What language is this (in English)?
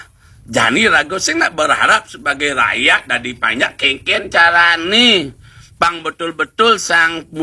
Balinese